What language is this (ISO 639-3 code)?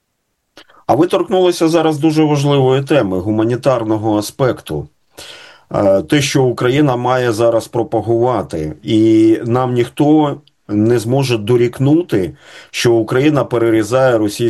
ukr